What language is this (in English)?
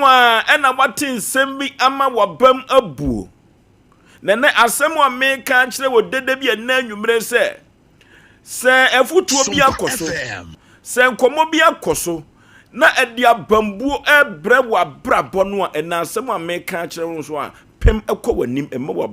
Akan